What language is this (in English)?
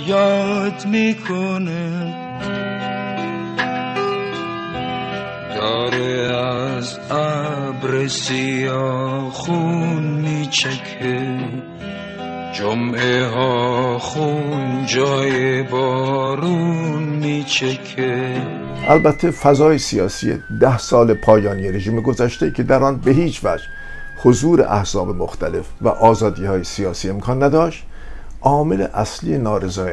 Persian